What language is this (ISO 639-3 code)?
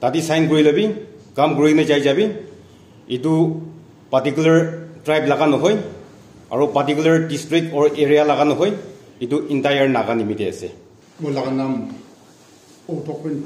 nag